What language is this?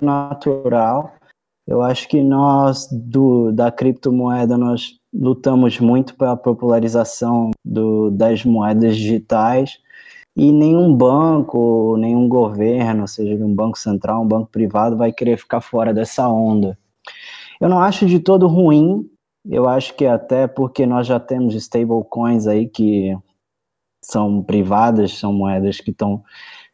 Portuguese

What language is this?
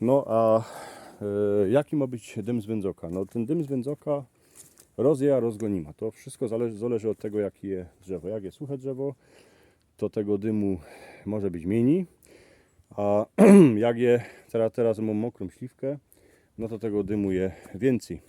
Silesian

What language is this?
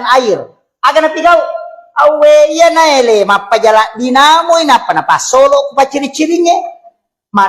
Buginese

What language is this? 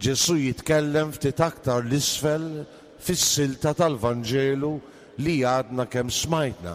Maltese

